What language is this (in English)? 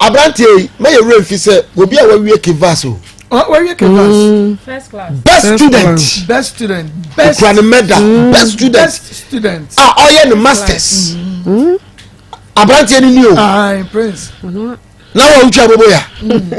Akan